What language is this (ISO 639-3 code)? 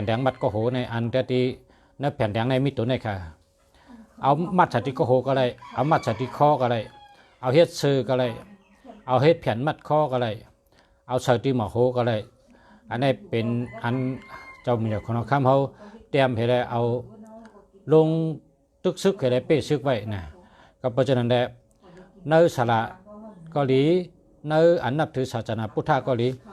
shn